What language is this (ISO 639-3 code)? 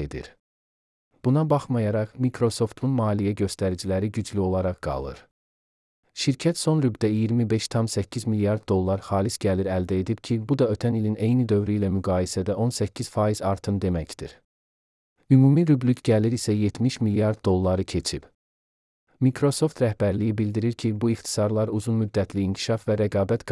aze